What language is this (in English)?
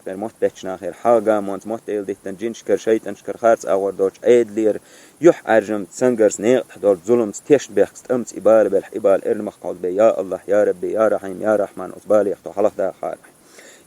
Chechen